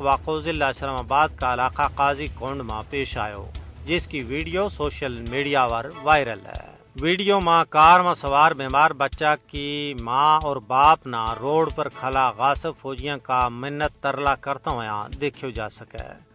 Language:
Gujari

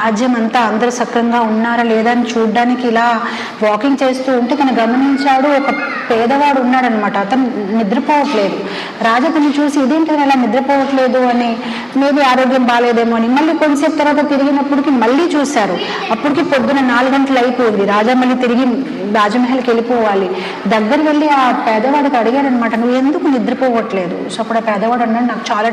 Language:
Telugu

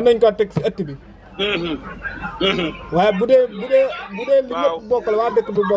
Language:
Wolof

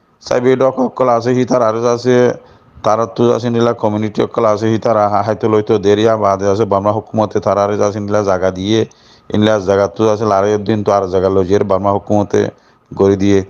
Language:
Rohingya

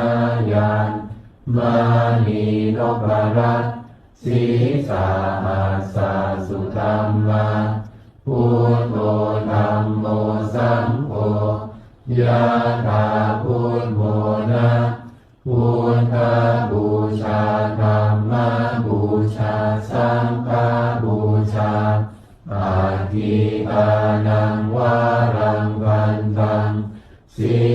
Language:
Pali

